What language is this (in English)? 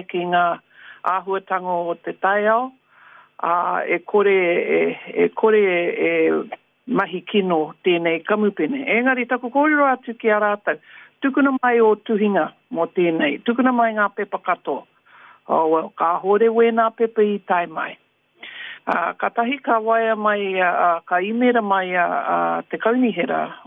Māori